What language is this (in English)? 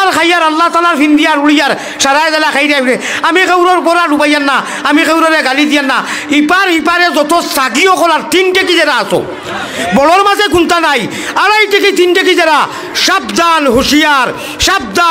Sylheti